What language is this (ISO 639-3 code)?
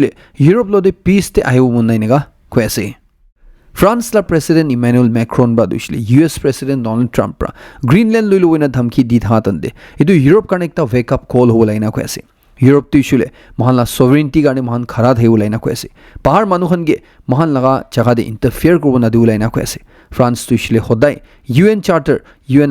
nag